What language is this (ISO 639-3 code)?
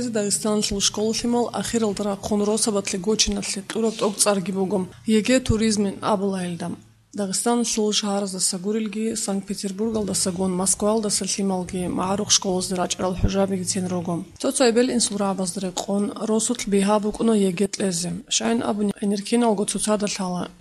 ava